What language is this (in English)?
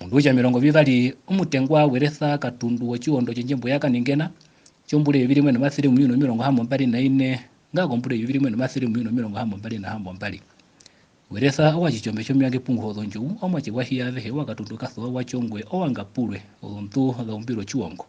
Herero